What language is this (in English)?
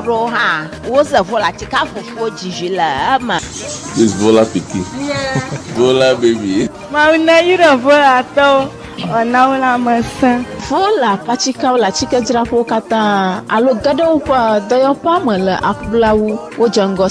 Ewe